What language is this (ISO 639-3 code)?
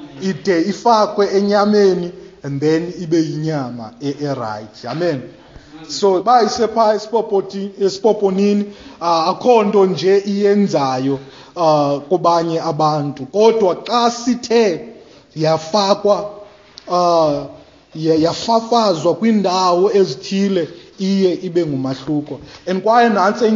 xho